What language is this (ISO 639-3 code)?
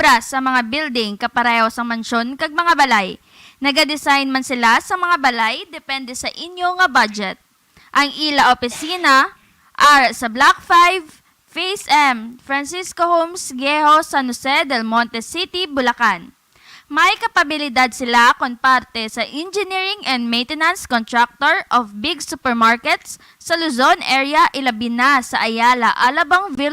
hil